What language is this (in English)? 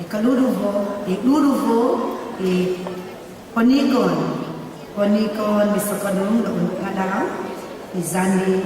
Central Dusun